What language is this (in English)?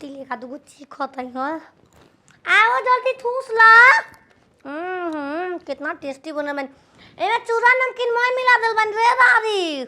Bhojpuri